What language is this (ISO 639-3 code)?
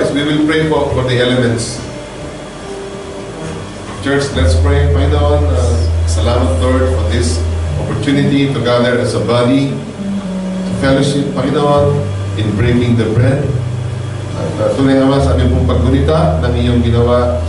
fil